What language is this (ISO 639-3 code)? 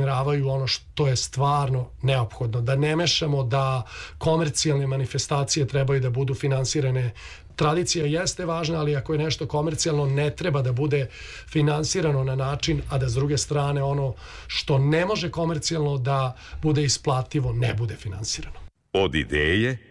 srp